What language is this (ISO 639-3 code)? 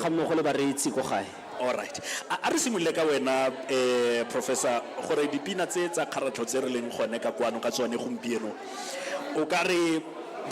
tsn